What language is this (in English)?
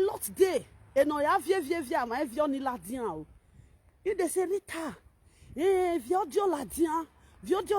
Nigerian Pidgin